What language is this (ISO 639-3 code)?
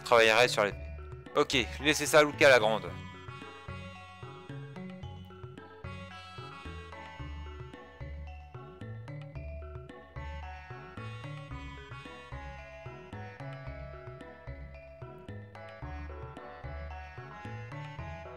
fra